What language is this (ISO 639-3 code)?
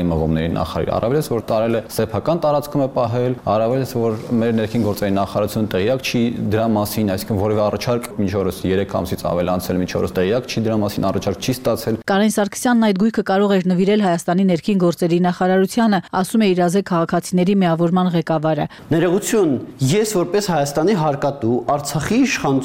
hye